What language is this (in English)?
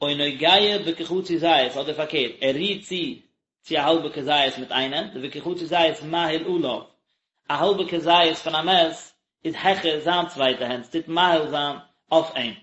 Yiddish